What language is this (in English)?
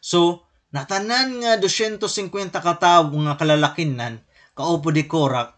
Waray